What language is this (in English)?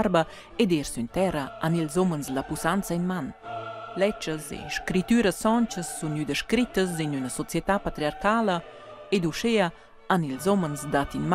Romansh